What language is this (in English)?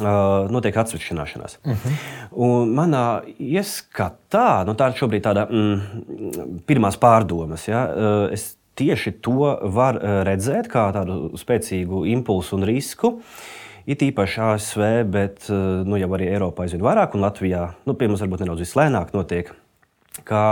Latvian